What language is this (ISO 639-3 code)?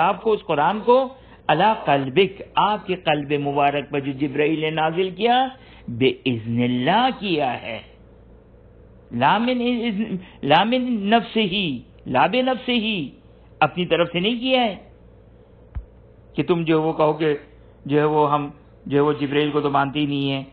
urd